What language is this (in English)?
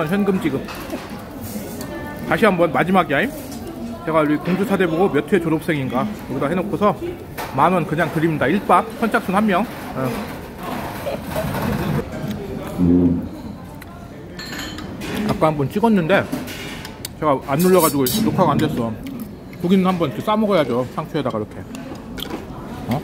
Korean